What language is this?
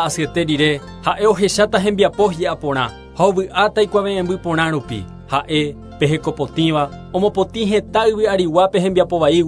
Guarani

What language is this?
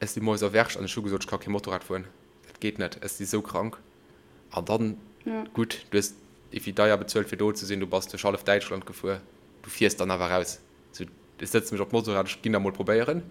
Luxembourgish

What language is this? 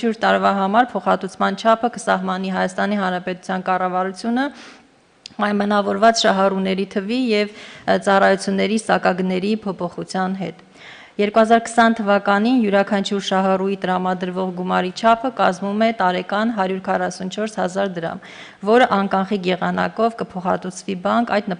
Armenian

